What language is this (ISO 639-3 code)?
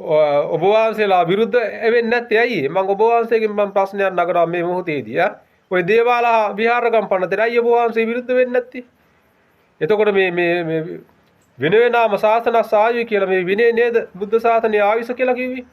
sin